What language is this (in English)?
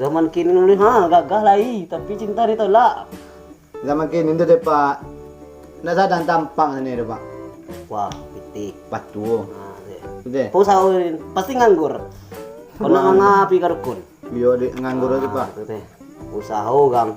Minangkabau